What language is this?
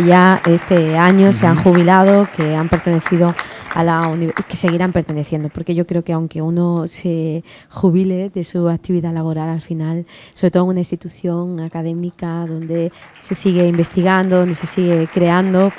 Spanish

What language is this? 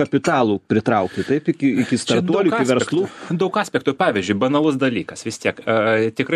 Lithuanian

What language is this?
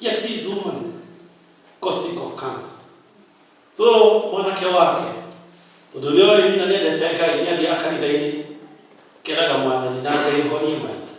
Kikuyu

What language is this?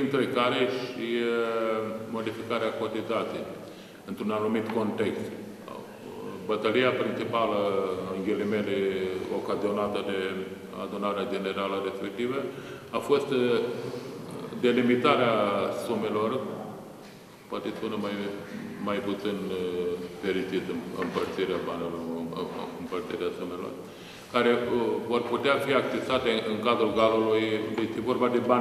Romanian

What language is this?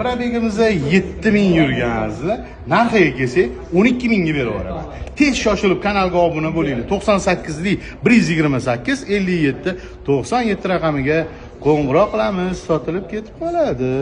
Uzbek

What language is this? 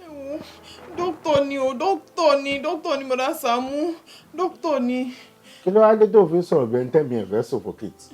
Yoruba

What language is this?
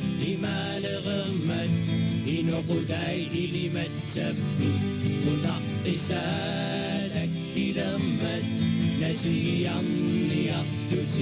Kalaallisut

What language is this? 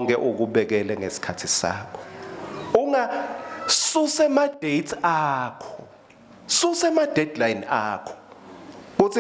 Swati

